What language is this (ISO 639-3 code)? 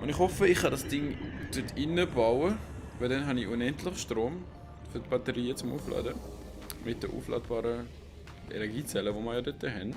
gsw